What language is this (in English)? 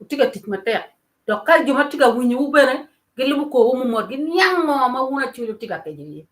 Acoli